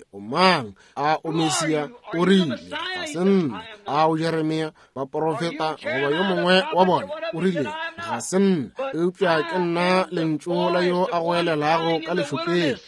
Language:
Northern Sotho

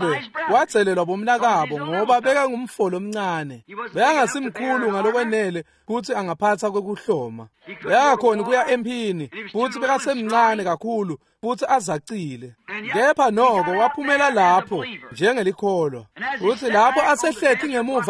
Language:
Swati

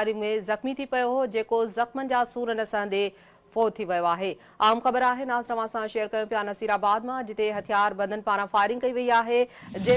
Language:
Sindhi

